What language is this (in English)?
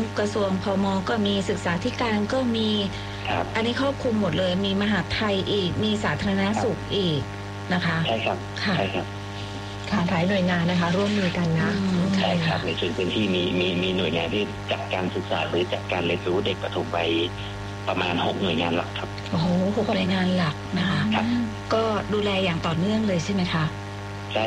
Thai